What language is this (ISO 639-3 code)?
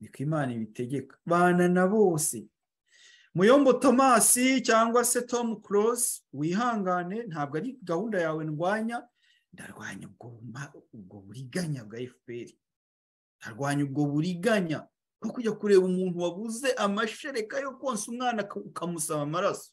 kin